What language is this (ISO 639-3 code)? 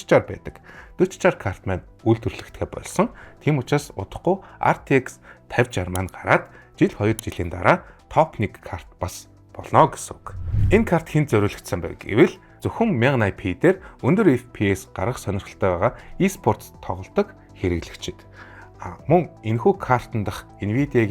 mon